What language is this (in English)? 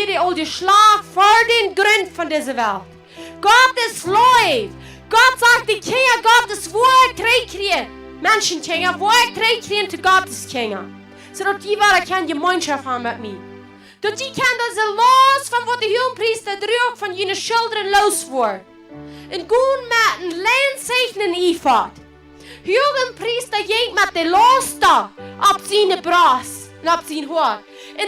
Plautdietsch